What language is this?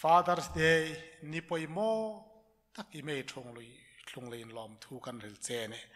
Hmar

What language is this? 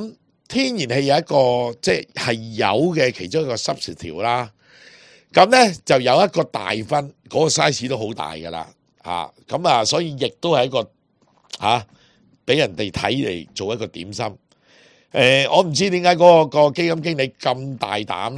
Cantonese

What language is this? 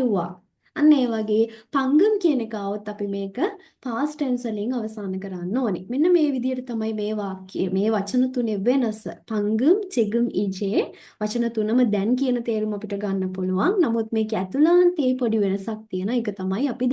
Sinhala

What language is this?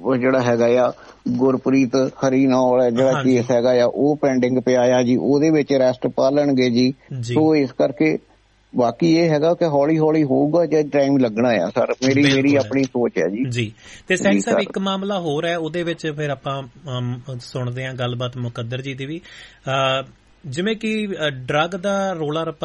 Punjabi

